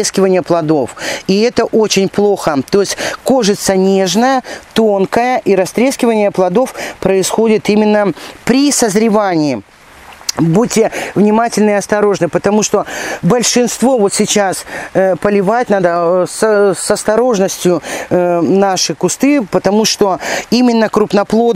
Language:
Russian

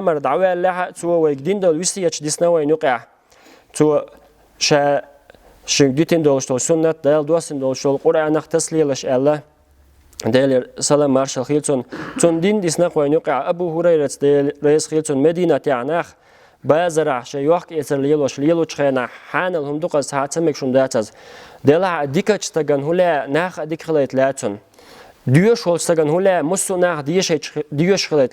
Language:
Chechen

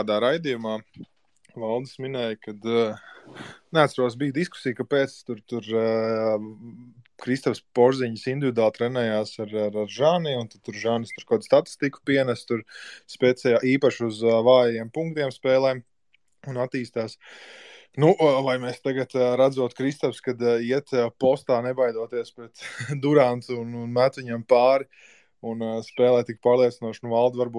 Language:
Latvian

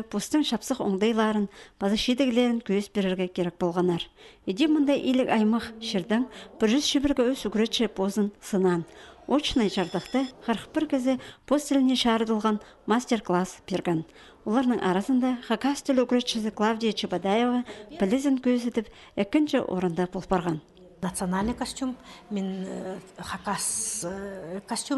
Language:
Khakas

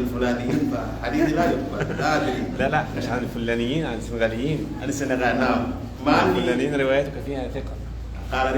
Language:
Pular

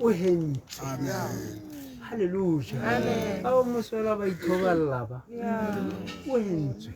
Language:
Tswana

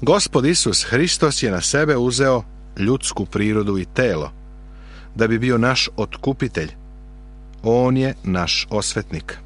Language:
Serbian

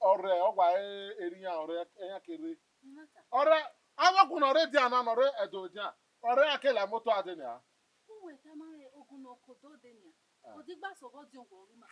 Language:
Bini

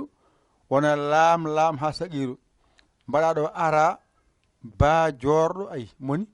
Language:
Fula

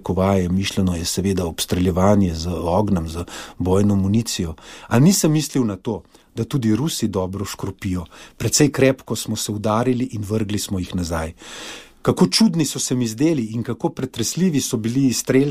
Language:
Slovenian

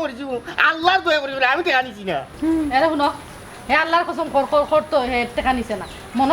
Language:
Sylheti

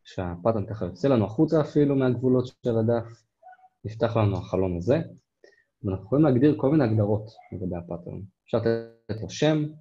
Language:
Hebrew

